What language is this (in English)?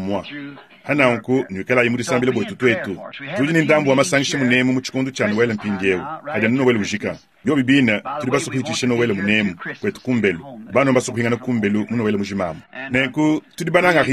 Luba-Lulua